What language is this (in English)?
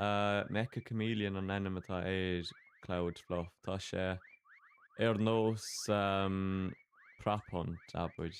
Irish